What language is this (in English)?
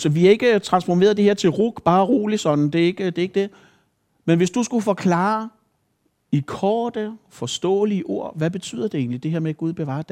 Danish